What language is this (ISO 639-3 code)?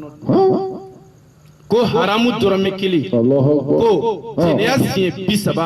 bam